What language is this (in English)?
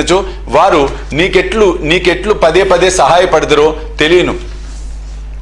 Telugu